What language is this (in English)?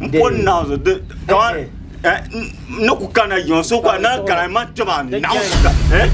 Dagbani